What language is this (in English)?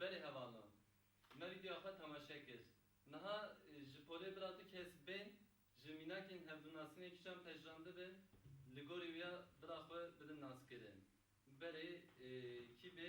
Kurdish